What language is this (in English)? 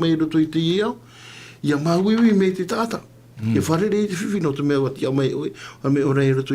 Tahitian